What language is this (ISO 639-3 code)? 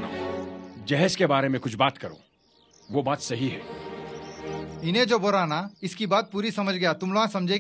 dcc